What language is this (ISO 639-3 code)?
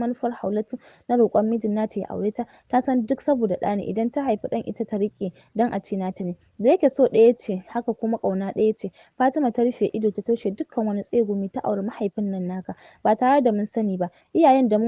hau